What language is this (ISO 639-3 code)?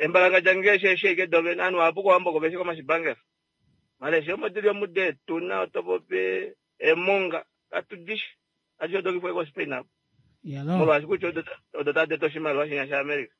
kua